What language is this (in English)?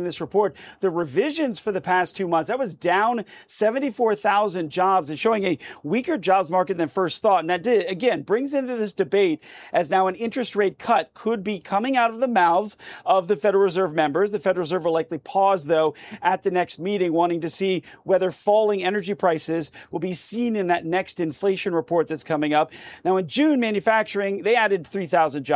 English